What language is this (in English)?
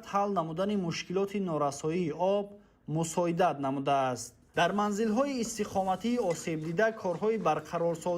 Tajik